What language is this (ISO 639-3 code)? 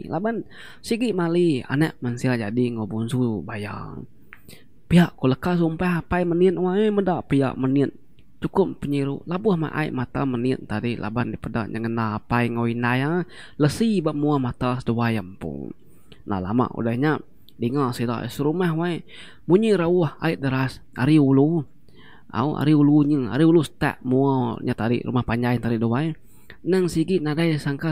iba